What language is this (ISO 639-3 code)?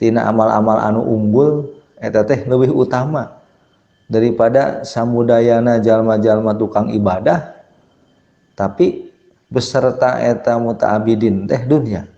sun